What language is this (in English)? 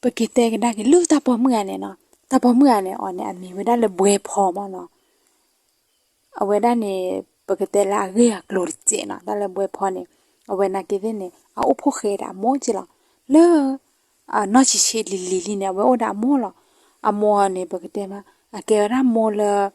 S'gaw Karen